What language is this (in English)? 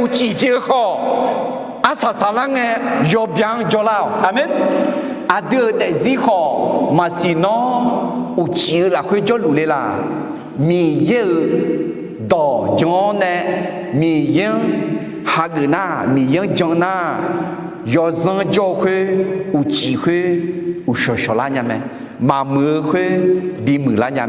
Akha